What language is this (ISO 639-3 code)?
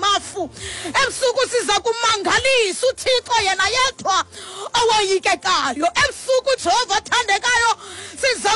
xho